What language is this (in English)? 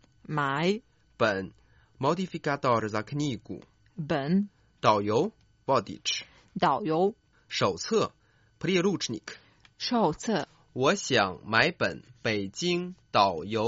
Croatian